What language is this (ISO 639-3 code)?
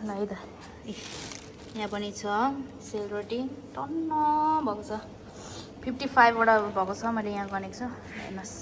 nep